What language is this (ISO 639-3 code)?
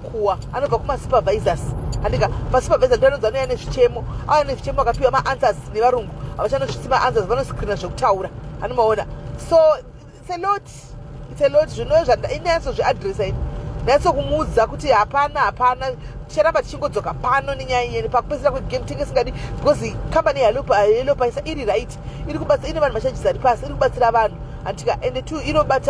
sna